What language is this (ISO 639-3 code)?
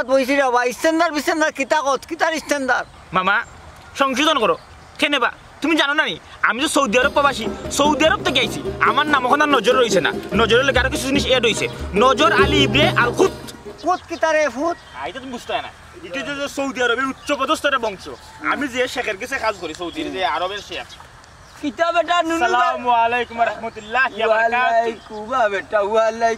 syl